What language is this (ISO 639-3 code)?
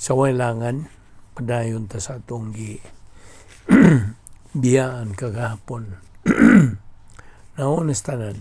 ceb